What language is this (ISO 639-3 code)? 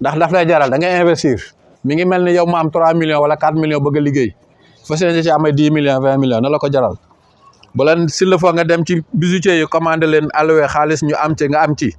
wol